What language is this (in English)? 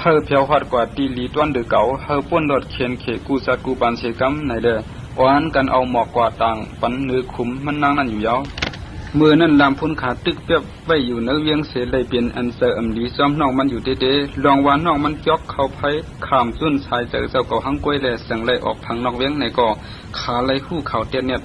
Shan